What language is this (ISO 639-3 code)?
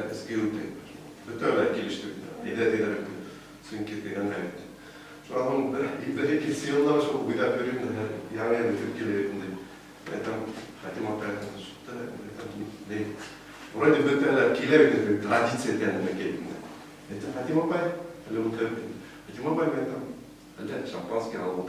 bak